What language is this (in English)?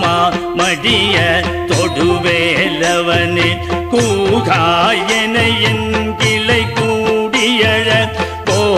Tamil